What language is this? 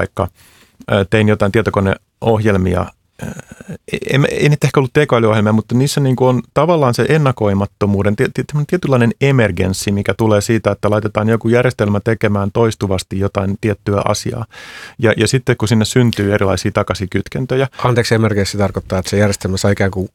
Finnish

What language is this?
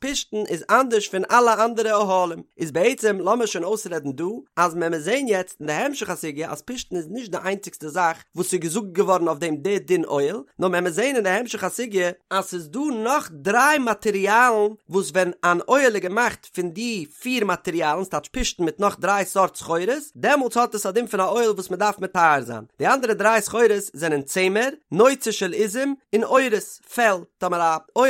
Yiddish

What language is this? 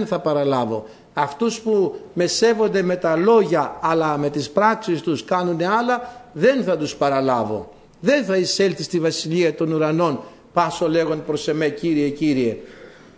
Greek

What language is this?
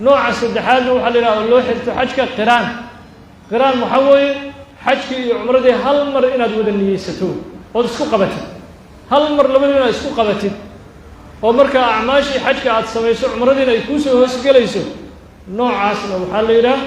Somali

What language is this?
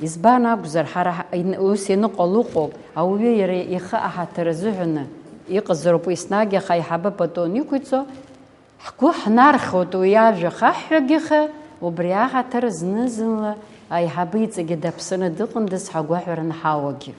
Abkhazian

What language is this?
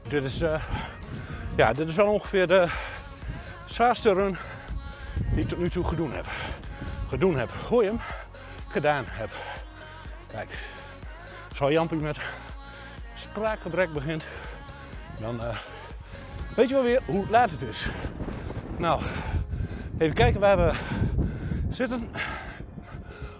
Dutch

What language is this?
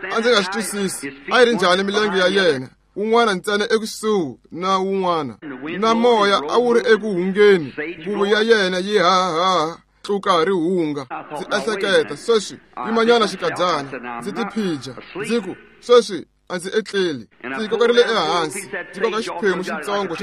Tsonga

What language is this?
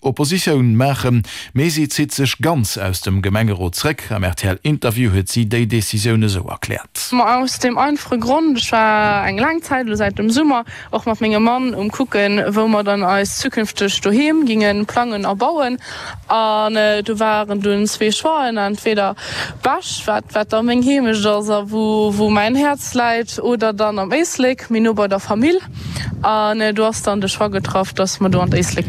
Luxembourgish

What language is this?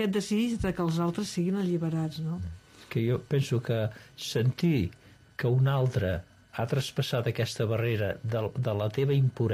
Catalan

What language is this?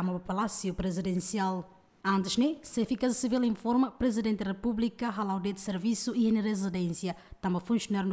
Tetum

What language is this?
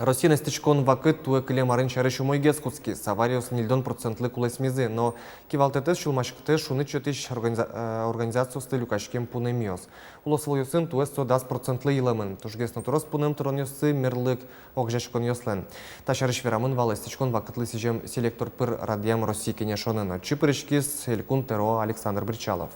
Udmurt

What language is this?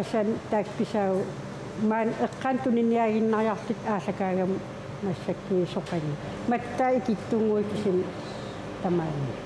Kalaallisut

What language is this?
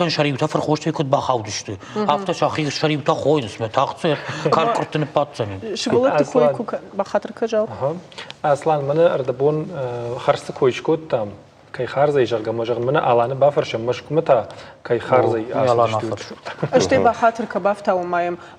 Ossetic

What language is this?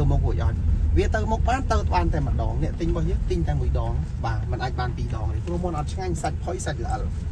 Khmer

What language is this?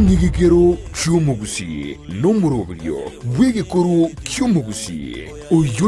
Gusii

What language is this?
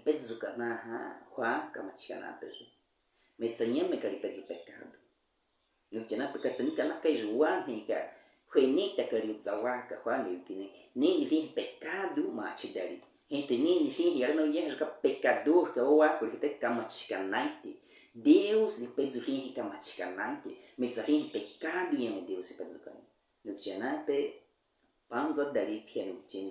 Baniwa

